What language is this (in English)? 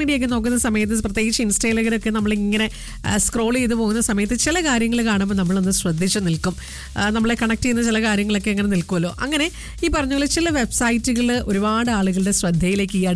Malayalam